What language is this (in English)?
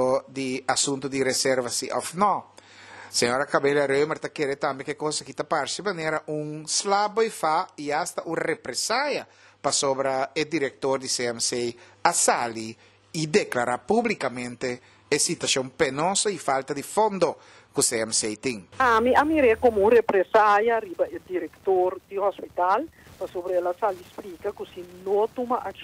Papiamento